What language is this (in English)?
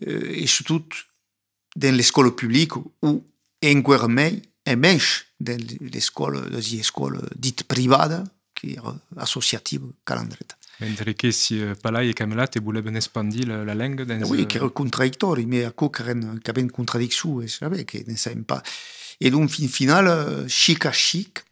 Occitan